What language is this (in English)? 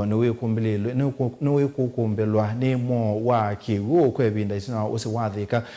Kamba